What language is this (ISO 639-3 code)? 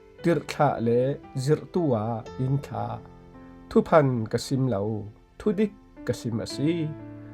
cfm